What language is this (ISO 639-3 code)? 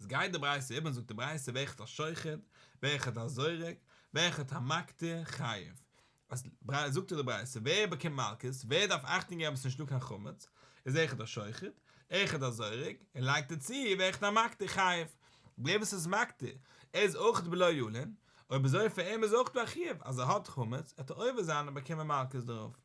yid